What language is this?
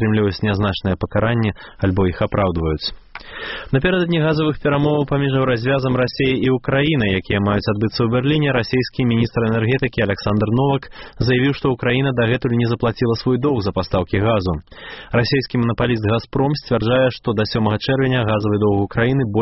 Belarusian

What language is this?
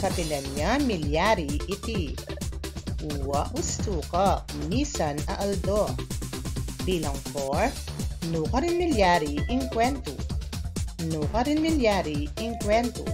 Pampanga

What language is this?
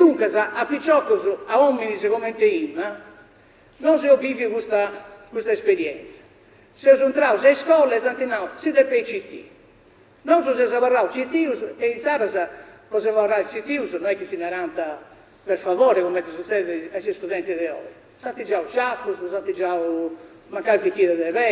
Sardinian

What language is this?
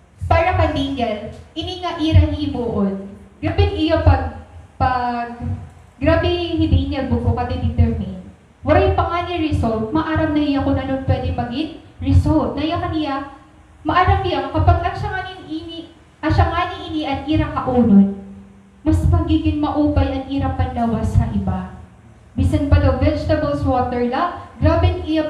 Waray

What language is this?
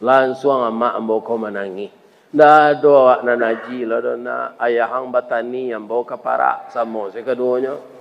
Minangkabau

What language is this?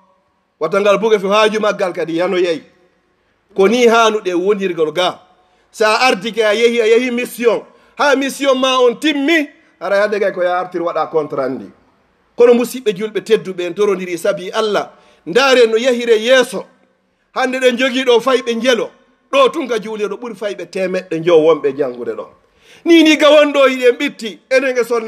Fula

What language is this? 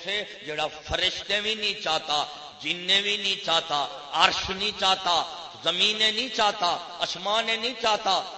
Saraiki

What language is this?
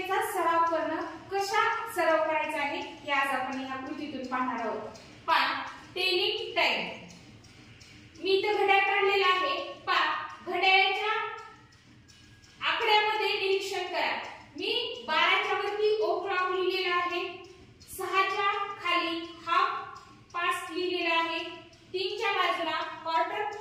Marathi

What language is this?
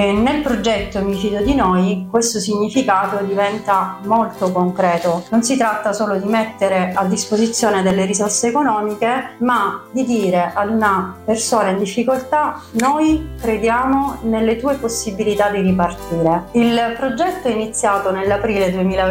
Italian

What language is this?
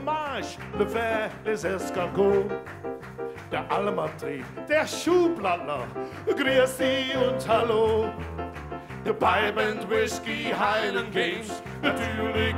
Limburgish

